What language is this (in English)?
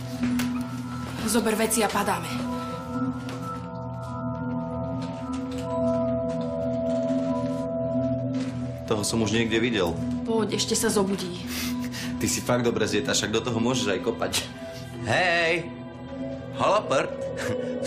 Slovak